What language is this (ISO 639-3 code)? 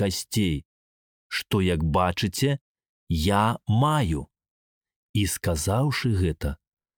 bel